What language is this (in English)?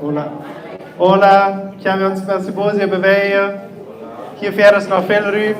Plautdietsch